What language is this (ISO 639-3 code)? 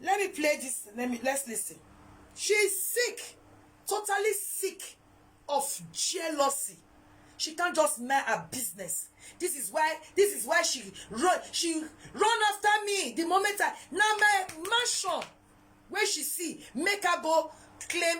pcm